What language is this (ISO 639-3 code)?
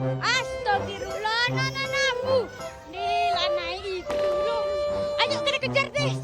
min